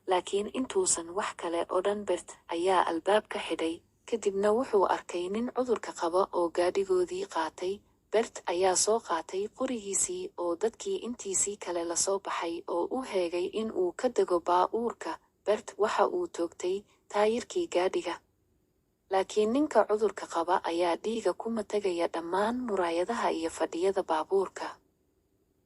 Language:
Somali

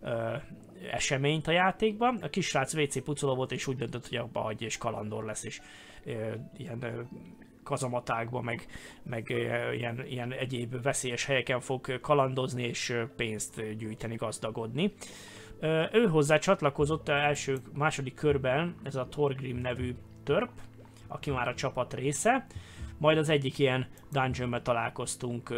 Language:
Hungarian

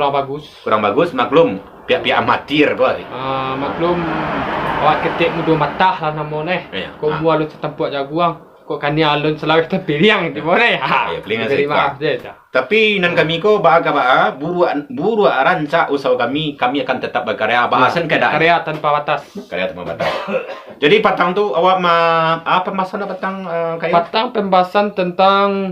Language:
Minangkabau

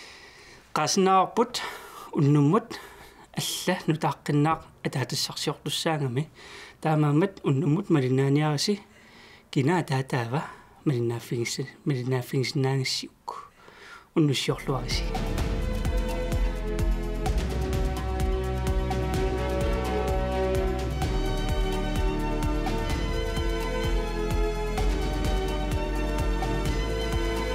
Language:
Kalaallisut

